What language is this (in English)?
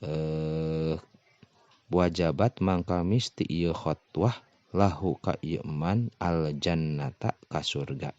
Sundanese